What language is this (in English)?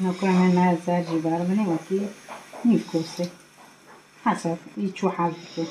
Kurdish